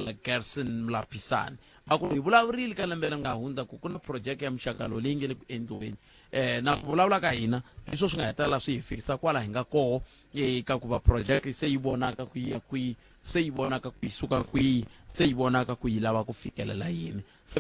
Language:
Tsonga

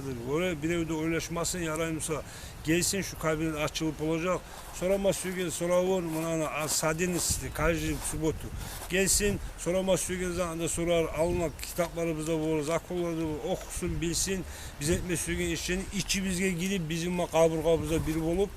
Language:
Kumyk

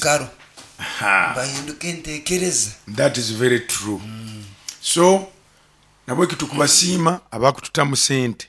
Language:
Nyoro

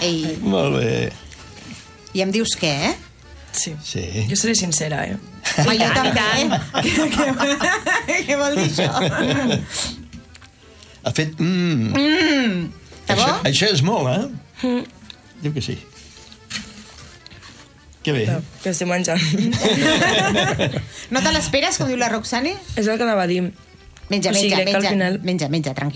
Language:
Catalan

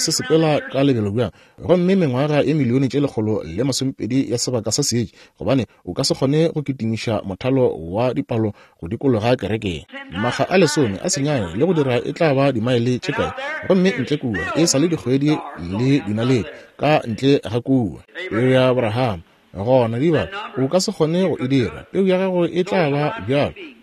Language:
Northern Sotho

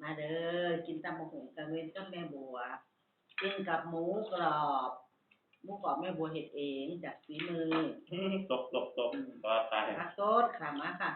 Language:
Northeastern Thai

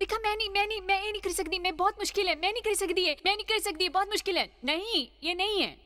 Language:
Dogri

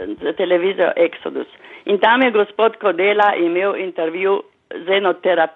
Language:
Slovenian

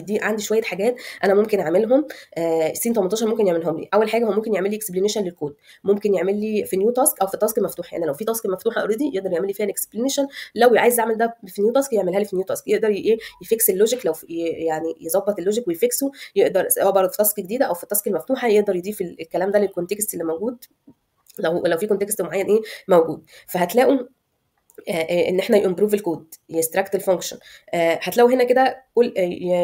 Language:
Egyptian Arabic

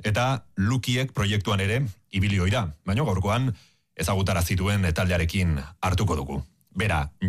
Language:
Basque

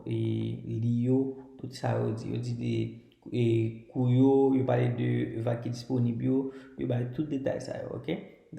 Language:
Haitian Creole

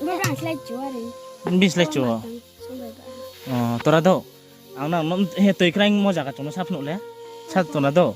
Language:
Riang (India)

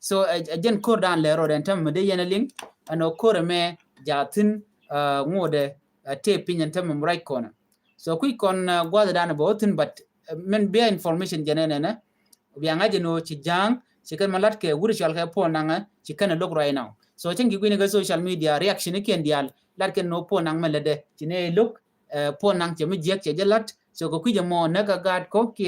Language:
Nuer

